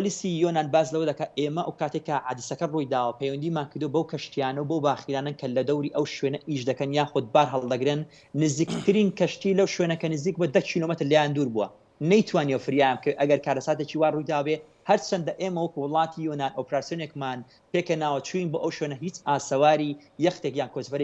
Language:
Central Kurdish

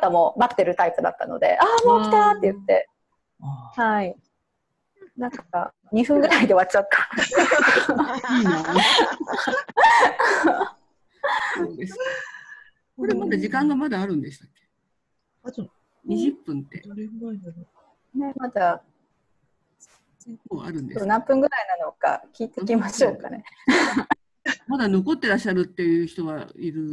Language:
Japanese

